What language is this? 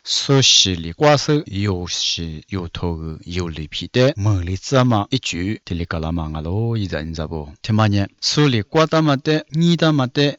Lisu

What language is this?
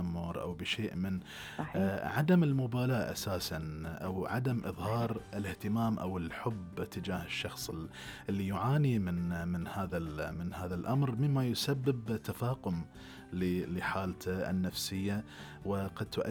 Gulf Arabic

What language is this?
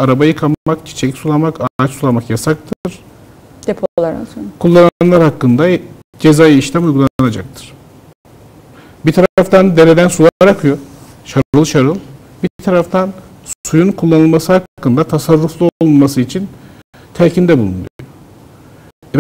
Turkish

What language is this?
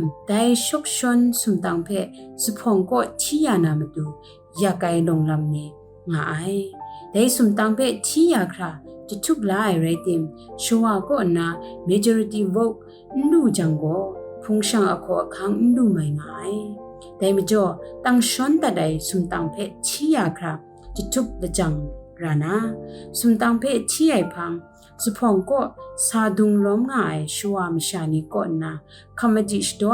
Kachin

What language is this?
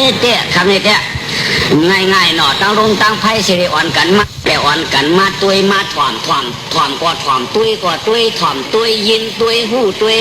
Shan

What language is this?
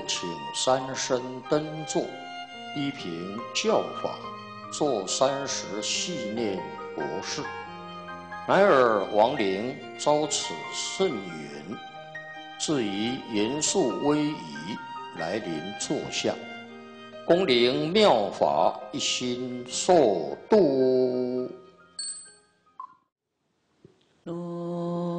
Chinese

